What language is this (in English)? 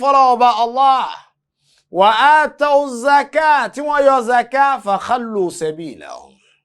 Yoruba